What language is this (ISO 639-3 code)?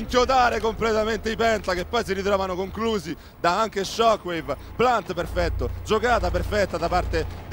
ita